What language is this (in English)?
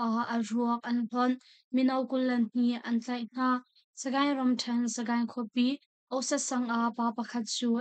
Hakha Chin